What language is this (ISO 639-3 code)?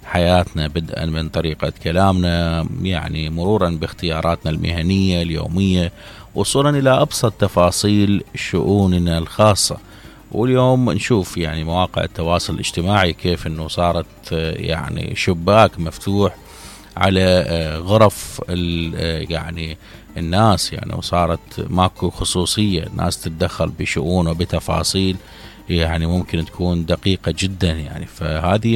acm